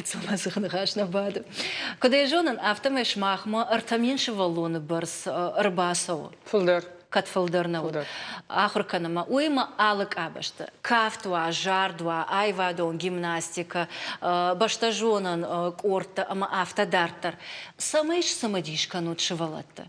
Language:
Ossetic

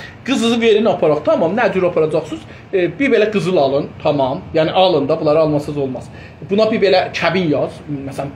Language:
South Azerbaijani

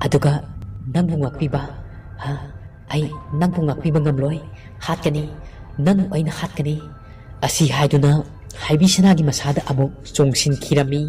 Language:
Manipuri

